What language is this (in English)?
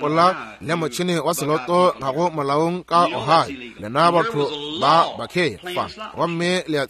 Northern Sotho